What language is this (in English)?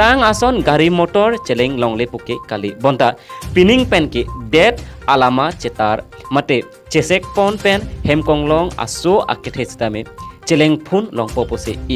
Karbi